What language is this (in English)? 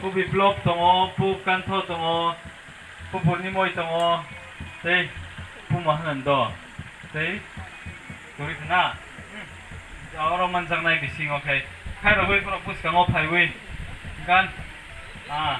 Kok Borok